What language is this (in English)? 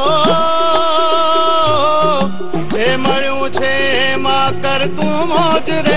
Gujarati